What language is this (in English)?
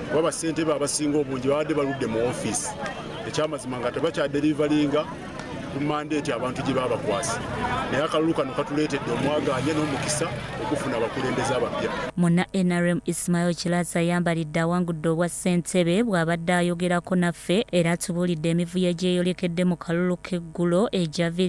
Ganda